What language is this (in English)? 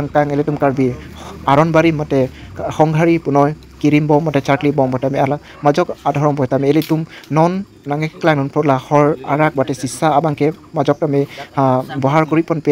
Karbi